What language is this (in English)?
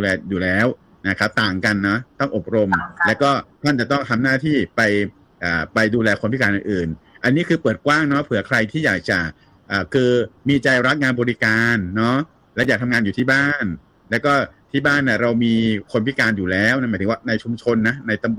Thai